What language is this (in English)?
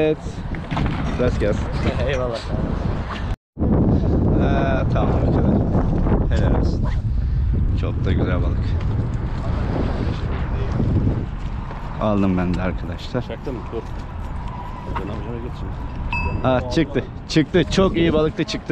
Turkish